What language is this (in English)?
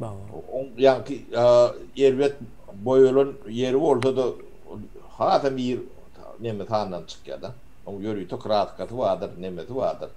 Turkmen